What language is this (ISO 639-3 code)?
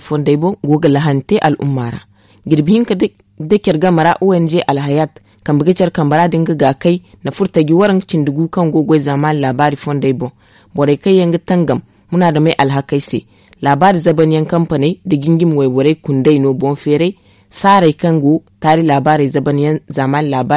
dje